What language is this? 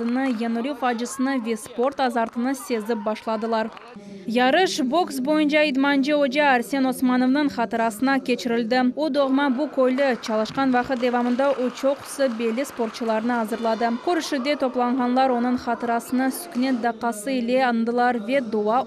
Crimean Tatar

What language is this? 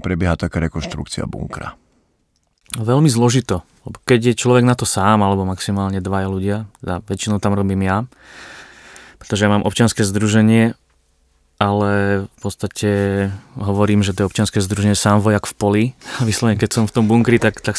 Slovak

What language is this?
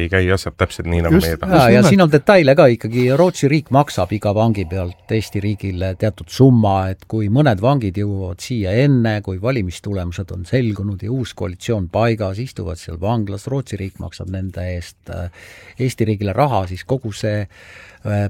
Estonian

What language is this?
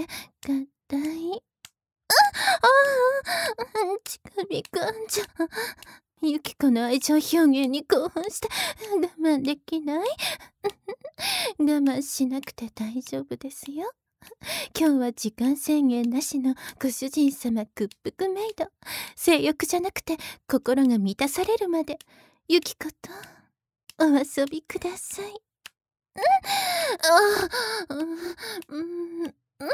Japanese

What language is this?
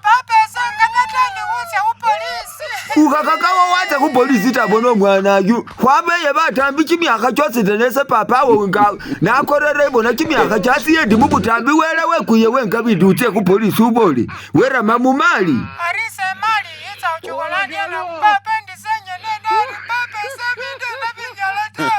Masaaba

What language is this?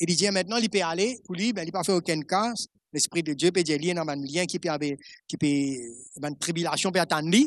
Morisyen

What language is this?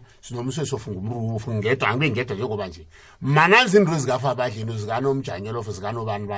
South Ndebele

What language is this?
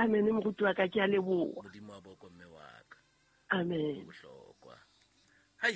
Southern Sotho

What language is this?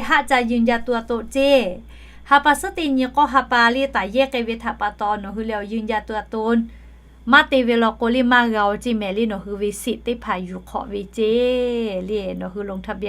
Lahu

